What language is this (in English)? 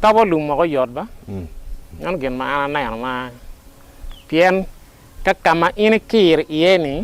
Acoli